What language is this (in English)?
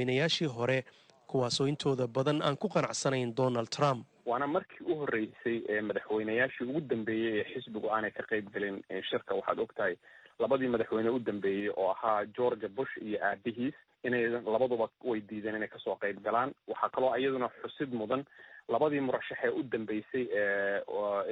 Somali